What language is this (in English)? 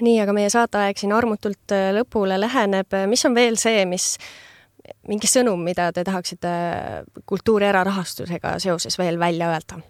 Estonian